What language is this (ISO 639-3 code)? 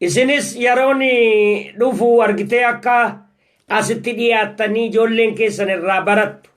orm